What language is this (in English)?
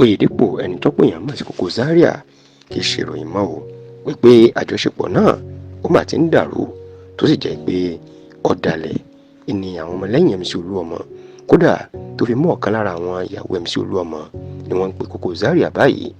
Yoruba